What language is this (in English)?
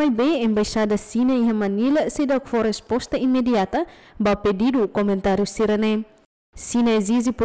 Tetum